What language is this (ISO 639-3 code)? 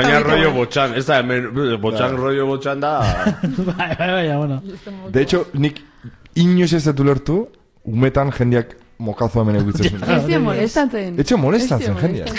eus